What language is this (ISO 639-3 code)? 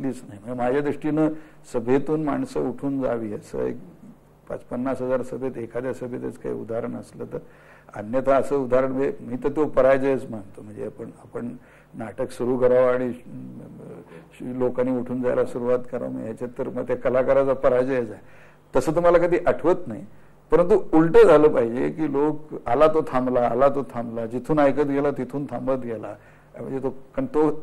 mar